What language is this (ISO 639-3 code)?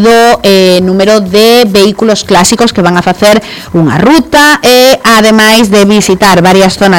glg